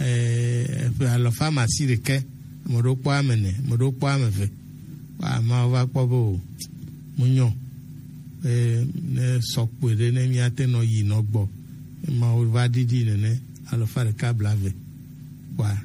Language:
Gen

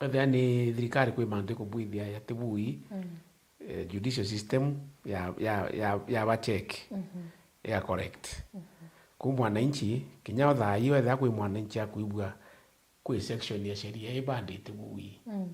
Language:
Meru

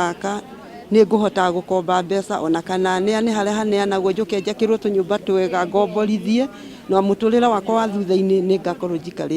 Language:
Kikuyu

